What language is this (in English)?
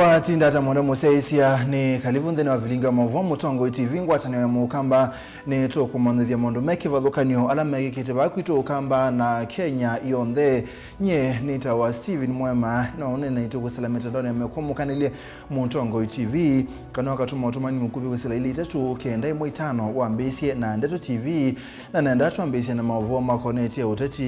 Kamba